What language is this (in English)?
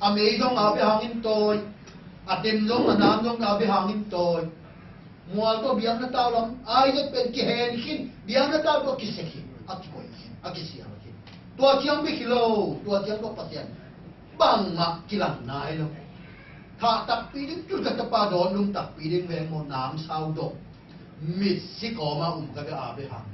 Tedim Chin